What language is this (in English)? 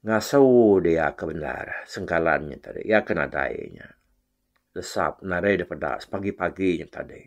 Iban